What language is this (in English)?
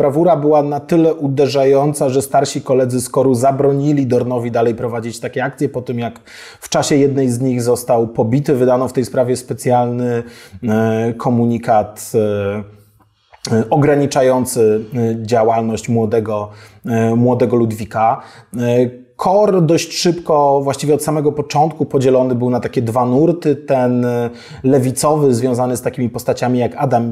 Polish